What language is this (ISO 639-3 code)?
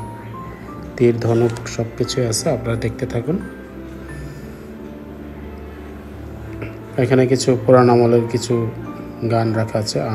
ben